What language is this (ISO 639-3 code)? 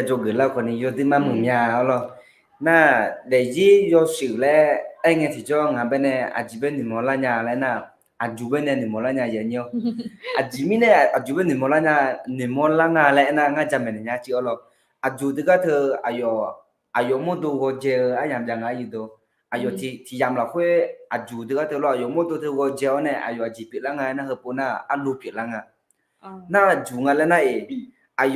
ahk